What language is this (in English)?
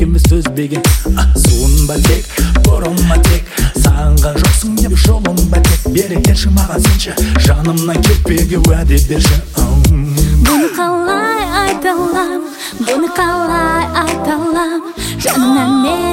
Kazakh